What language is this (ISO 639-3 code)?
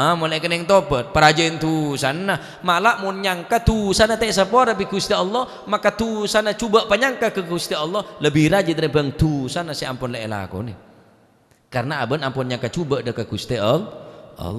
mad